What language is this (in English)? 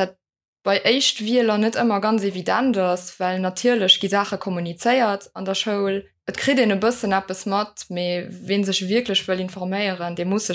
Luxembourgish